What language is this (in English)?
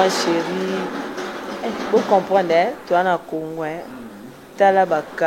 Lingala